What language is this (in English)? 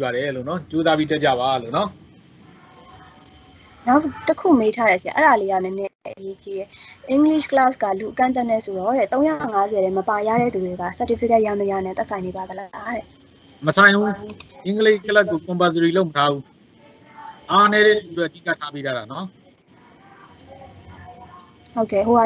Burmese